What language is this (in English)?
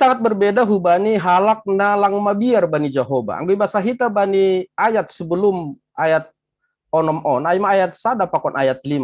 Batak Simalungun